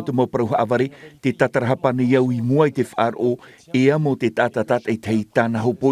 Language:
Tahitian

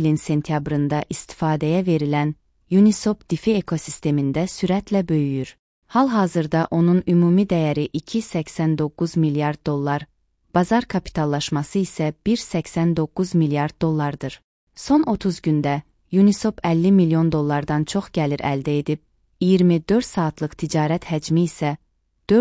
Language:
Azerbaijani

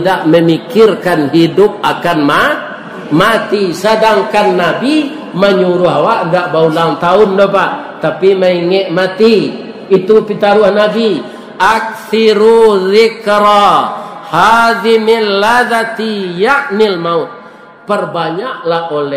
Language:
Minangkabau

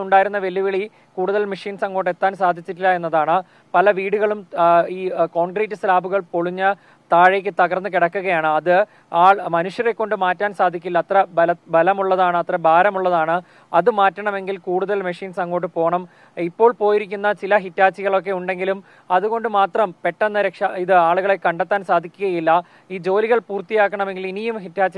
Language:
Malayalam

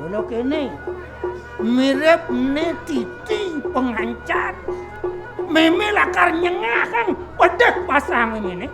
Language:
Balinese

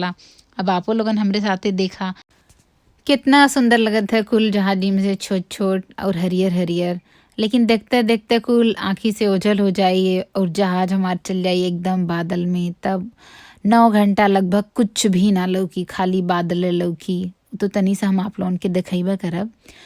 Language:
Bhojpuri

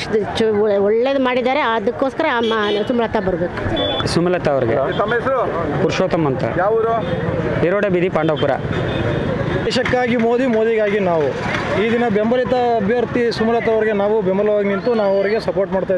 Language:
Kannada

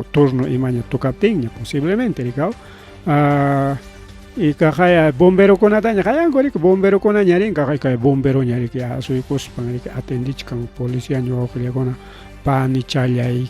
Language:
Ayacucho Quechua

